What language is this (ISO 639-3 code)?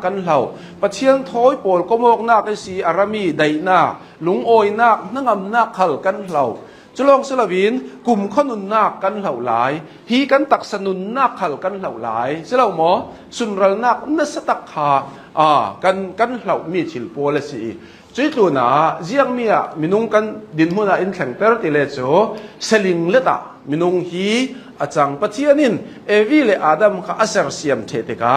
cnh